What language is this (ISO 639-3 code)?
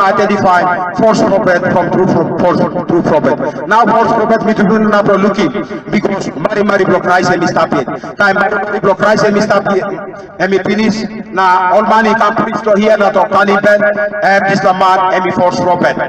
tpi